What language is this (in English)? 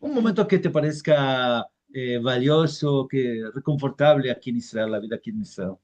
Ladino